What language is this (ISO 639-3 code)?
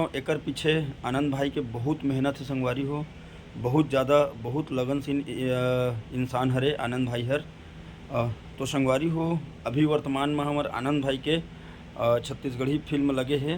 hne